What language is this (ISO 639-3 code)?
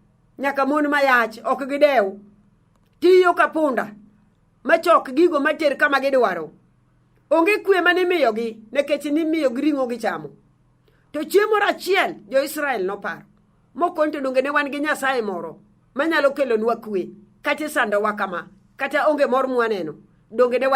luo